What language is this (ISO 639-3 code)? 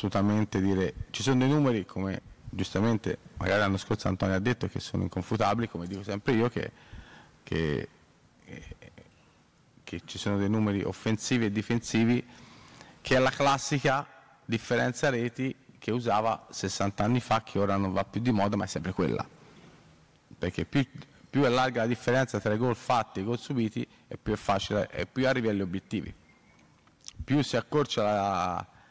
ita